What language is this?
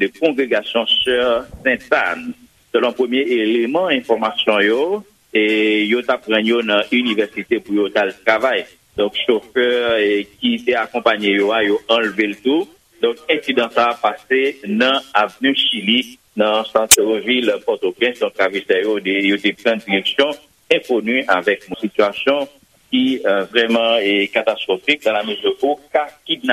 Haitian Creole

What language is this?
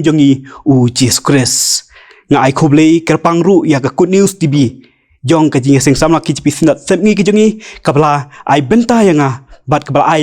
Khasi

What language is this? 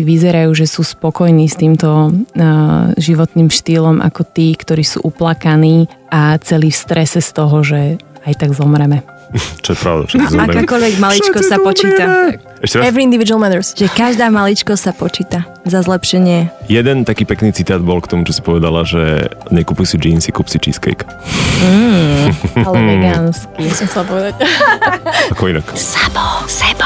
Slovak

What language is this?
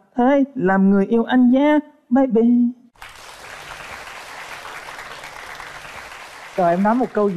Vietnamese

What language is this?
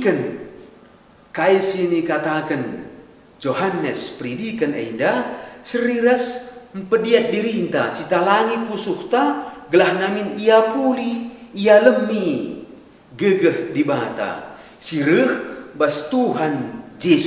Batak Karo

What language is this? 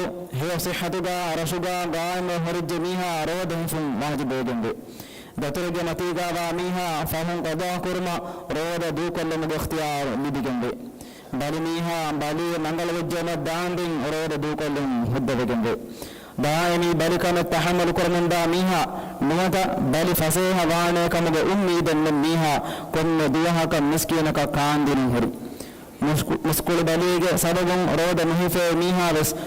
Divehi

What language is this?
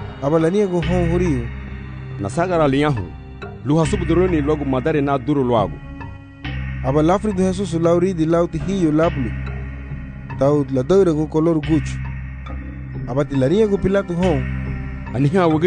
Garifuna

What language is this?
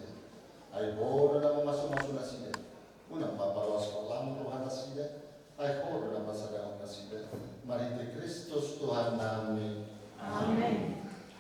Batak Toba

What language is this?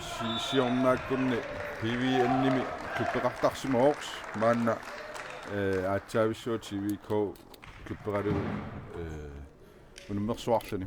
Kalaallisut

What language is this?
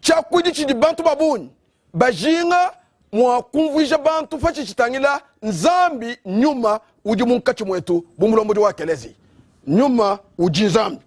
Luba-Lulua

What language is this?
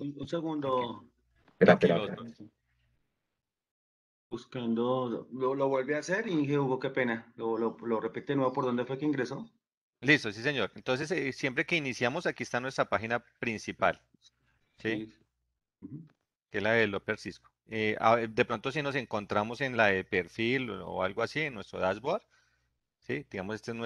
Spanish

